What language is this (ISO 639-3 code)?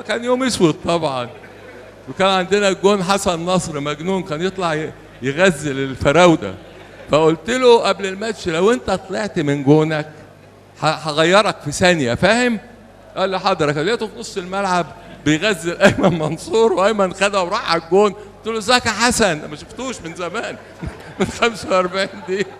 arz